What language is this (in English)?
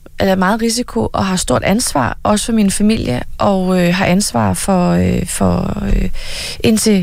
Danish